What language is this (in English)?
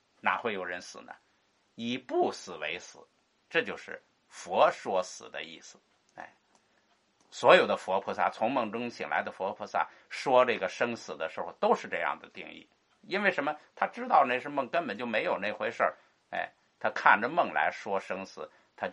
Chinese